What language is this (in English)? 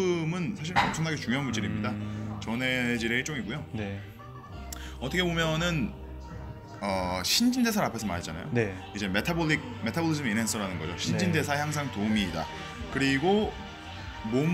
Korean